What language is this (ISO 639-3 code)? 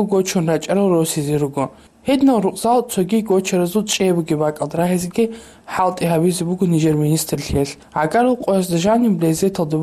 ava